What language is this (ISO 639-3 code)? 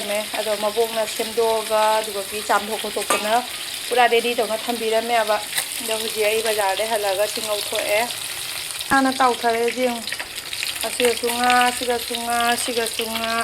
mni